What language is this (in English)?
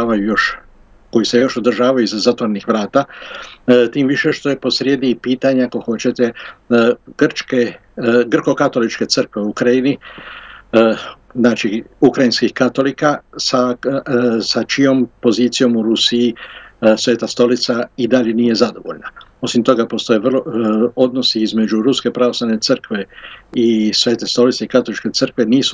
Croatian